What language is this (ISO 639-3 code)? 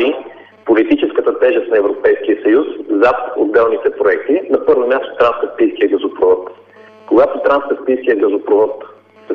bul